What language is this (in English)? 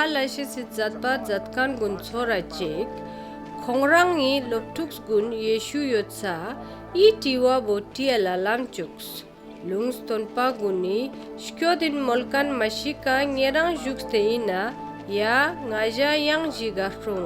Ladakhi